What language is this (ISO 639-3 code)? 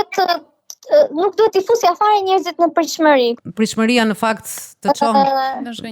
sqi